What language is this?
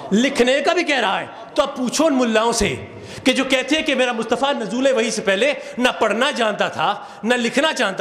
Urdu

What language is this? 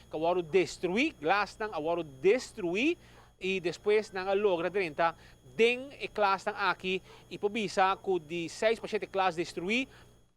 Papiamento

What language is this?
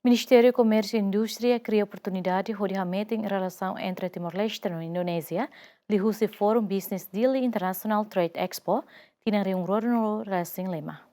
Tetum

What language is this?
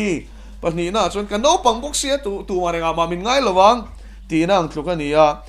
Mizo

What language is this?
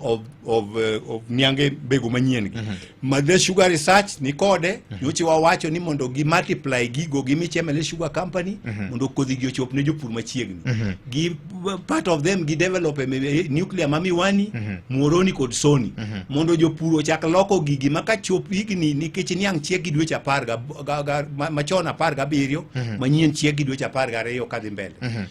Luo (Kenya and Tanzania)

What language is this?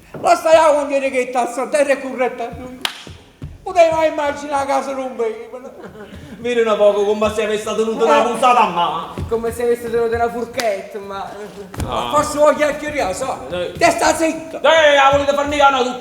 Neapolitan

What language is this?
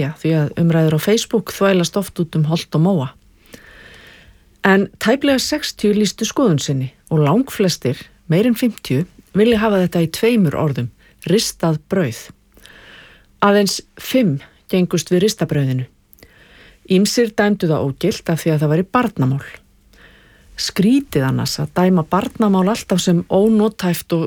Icelandic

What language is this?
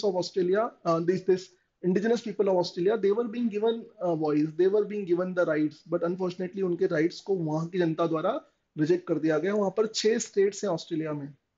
Hindi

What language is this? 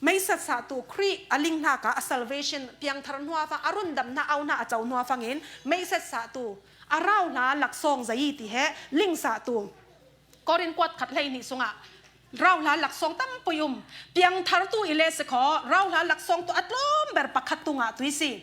Falam Chin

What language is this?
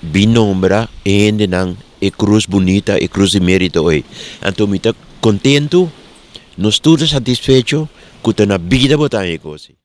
Papiamento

